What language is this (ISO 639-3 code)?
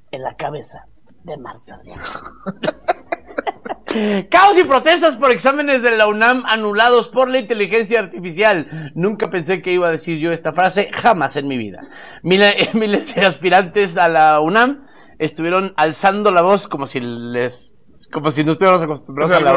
spa